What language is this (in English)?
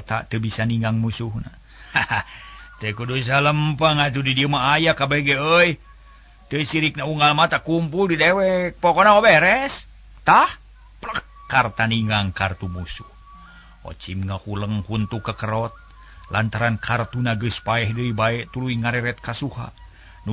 Sundanese